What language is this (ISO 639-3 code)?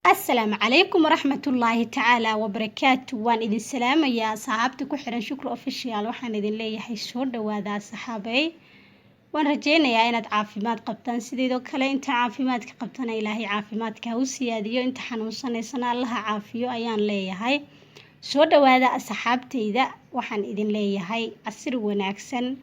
som